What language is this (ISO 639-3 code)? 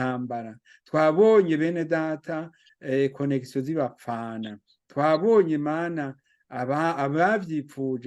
run